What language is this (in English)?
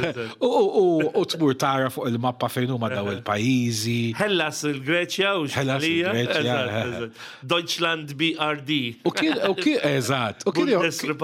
Maltese